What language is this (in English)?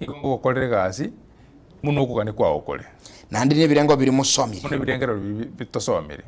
Gusii